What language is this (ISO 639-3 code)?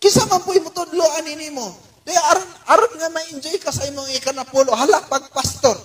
ceb